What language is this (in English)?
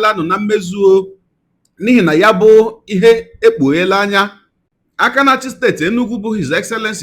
Igbo